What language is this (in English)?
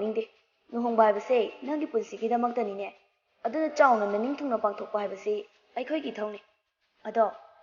Manipuri